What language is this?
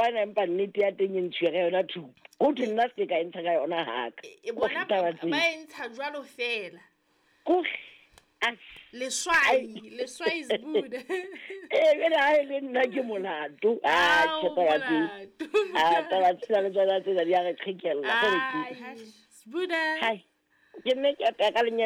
Southern Sotho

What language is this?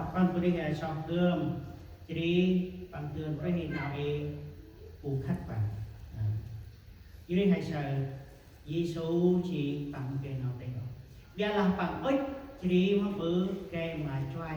Central Mnong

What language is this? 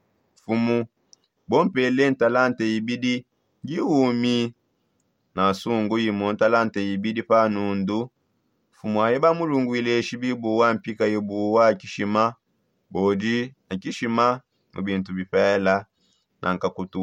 Songe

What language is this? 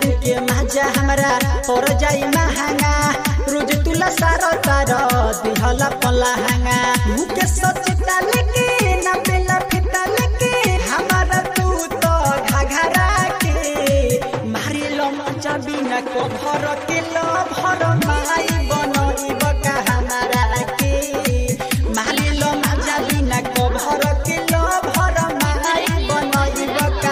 Bhojpuri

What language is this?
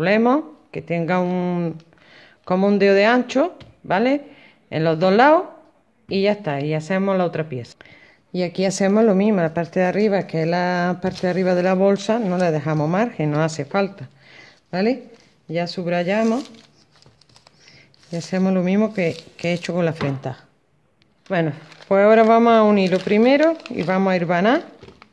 Spanish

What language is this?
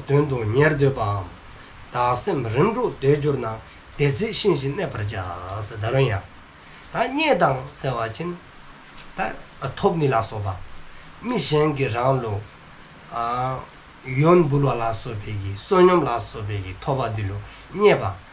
Dzongkha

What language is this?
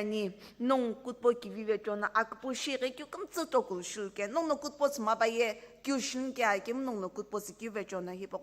Sumi Naga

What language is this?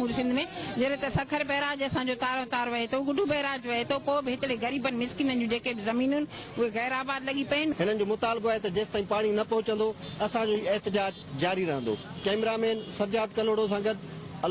Sindhi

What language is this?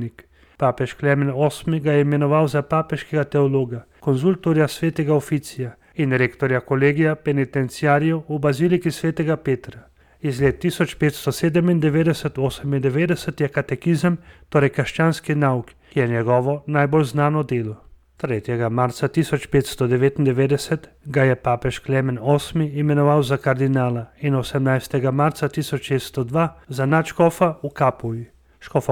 Slovenian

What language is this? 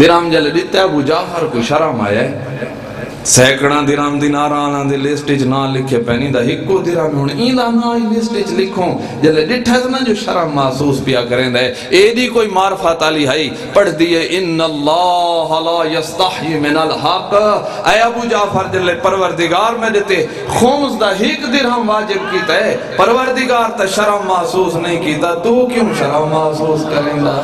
Saraiki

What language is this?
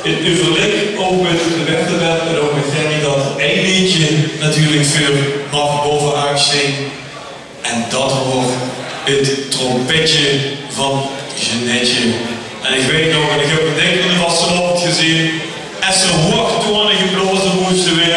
Limburgish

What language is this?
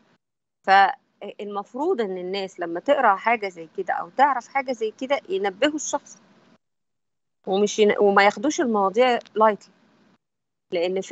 Egyptian Arabic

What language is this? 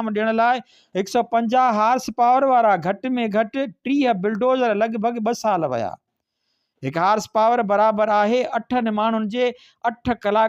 Sindhi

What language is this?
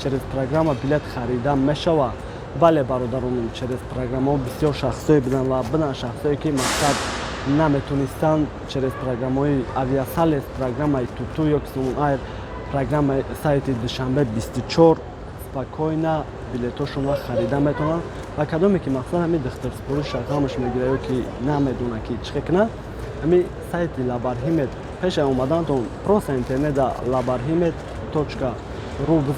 Tajik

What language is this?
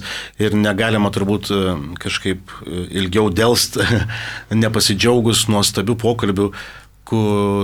Lithuanian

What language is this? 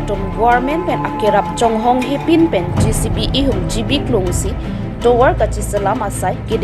Karbi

